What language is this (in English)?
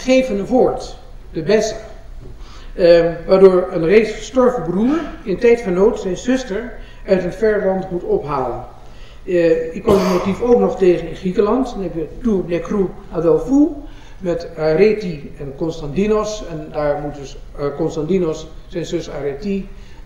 Dutch